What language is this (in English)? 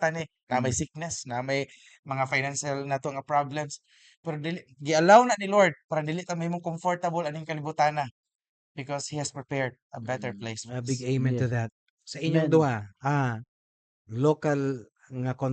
Cebuano